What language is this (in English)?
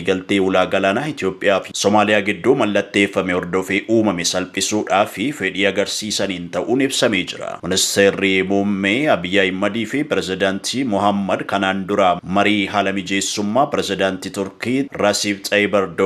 Oromo